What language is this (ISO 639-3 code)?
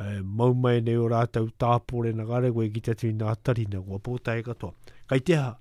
lav